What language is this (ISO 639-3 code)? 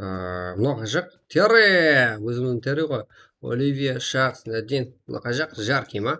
kaa